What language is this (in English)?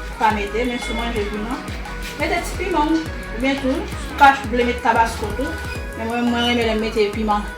Haitian Creole